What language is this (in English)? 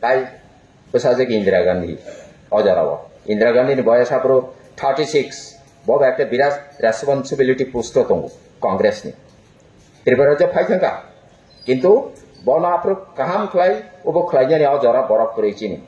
Kok Borok